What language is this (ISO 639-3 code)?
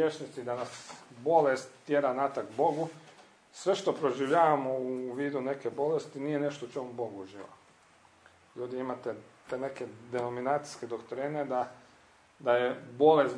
hrv